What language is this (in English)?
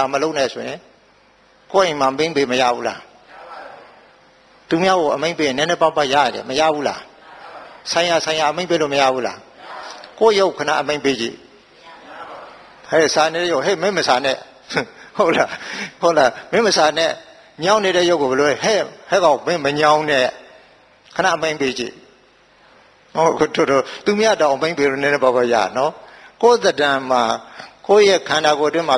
Burmese